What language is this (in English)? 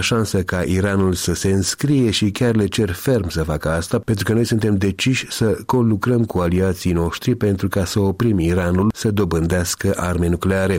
Romanian